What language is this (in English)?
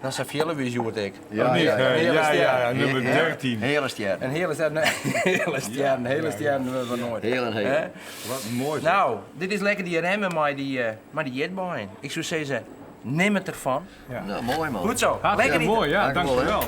Western Frisian